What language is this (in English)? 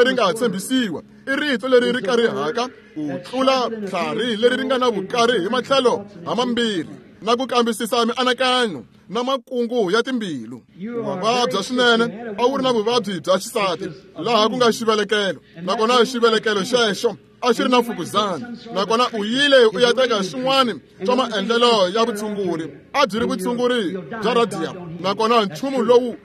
Tsonga